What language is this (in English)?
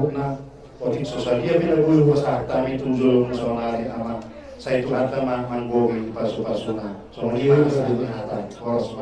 Batak Toba